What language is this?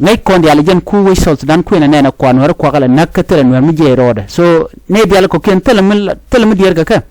Nuer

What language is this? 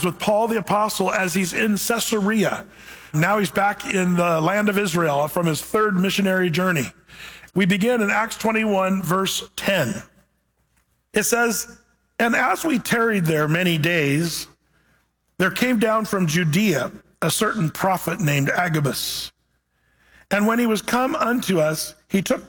English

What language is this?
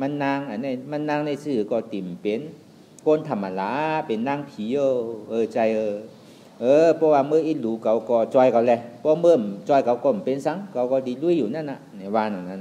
Shan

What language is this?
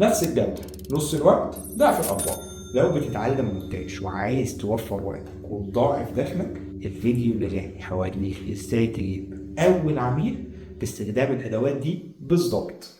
Egyptian Arabic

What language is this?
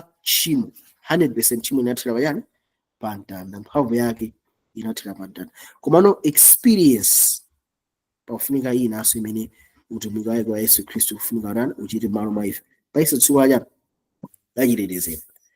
Nyanja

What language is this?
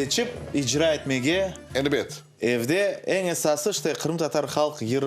Crimean Tatar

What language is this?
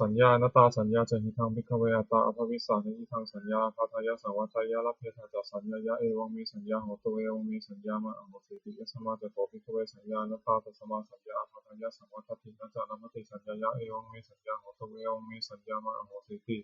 Pali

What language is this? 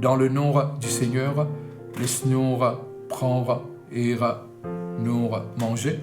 Morisyen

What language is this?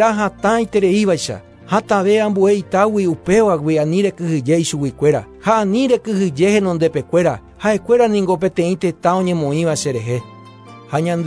Guarani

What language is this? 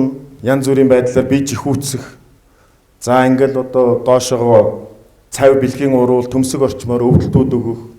Mongolian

